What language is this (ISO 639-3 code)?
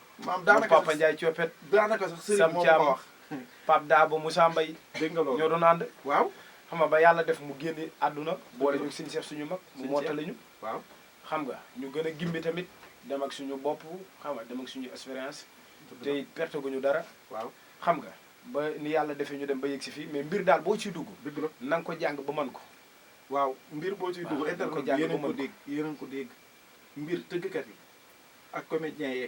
wol